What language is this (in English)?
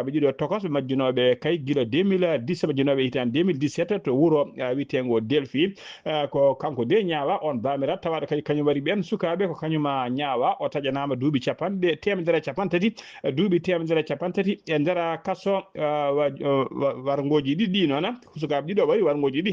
Fula